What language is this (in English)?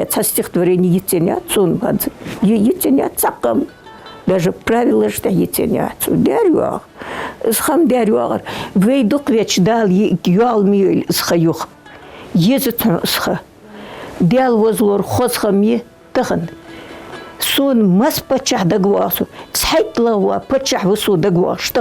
Ingush